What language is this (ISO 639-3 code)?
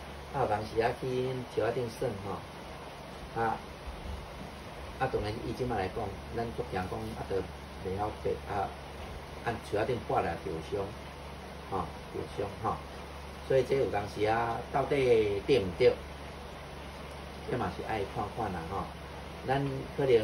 nan